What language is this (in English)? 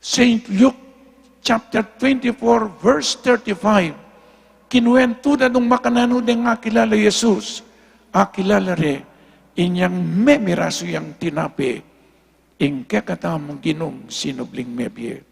Pampanga